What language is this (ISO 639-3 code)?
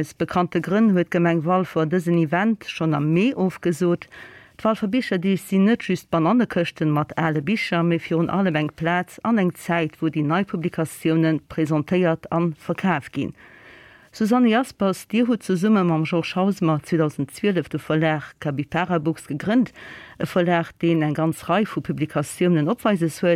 ltz